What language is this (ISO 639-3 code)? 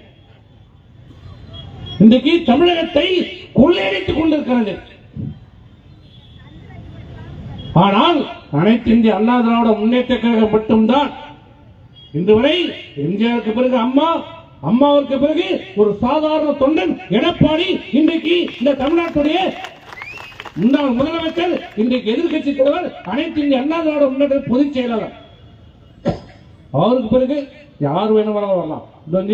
tam